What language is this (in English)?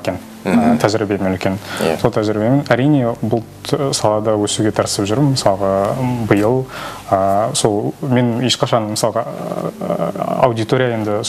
Kazakh